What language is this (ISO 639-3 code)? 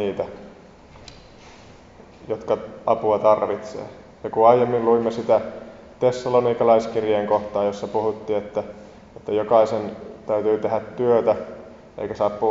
fin